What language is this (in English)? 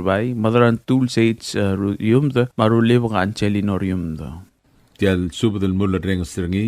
Palauan